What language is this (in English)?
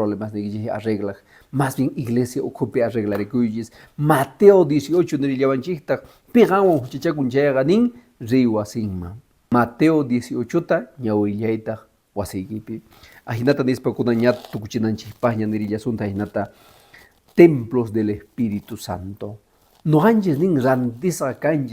Quechua